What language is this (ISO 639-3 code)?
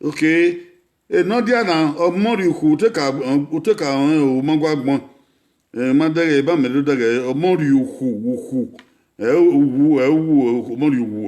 bin